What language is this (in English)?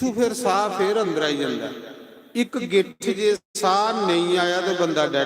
Dogri